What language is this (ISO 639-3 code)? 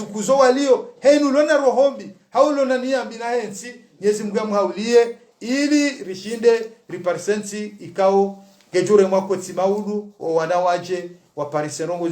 zdj